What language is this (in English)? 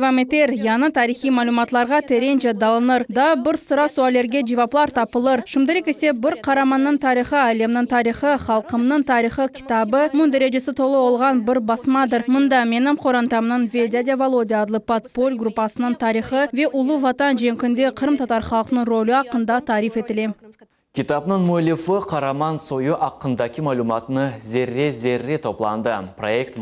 Crimean Tatar